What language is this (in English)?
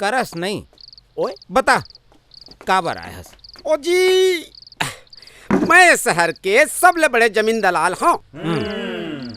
Chhattisgarhi